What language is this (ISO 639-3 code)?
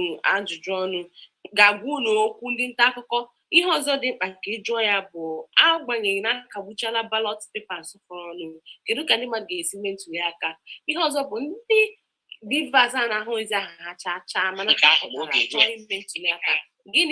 ibo